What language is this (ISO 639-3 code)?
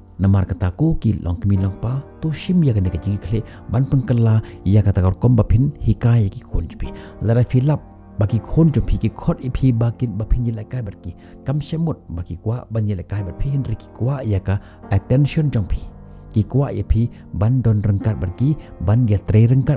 kha